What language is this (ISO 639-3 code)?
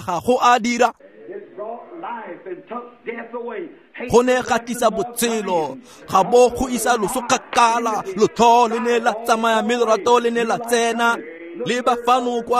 tsn